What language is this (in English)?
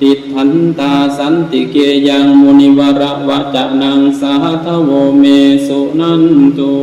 Pali